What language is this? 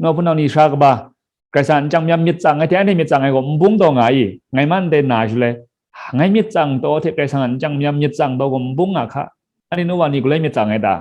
Kachin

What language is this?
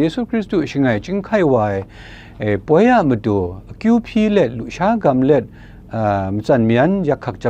Kachin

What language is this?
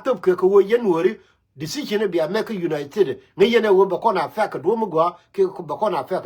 Nuer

